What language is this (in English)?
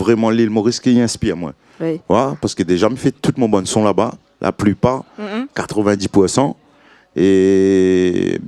Réunion Creole French